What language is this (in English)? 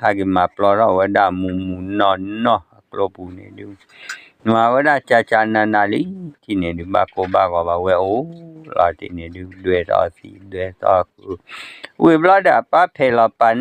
S'gaw Karen